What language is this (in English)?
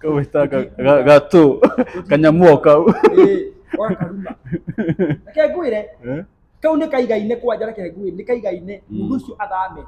Kikuyu